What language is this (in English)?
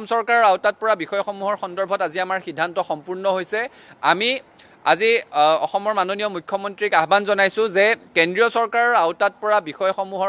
Assamese